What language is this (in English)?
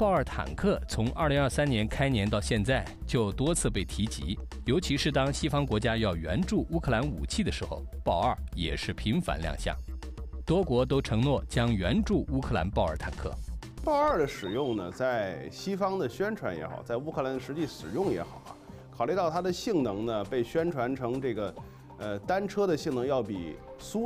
Chinese